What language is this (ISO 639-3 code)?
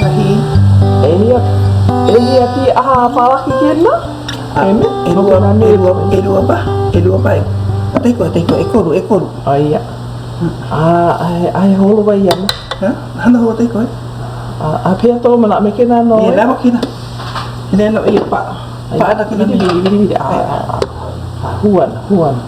haw